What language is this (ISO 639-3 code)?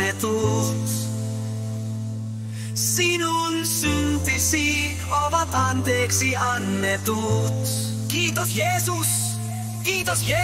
fin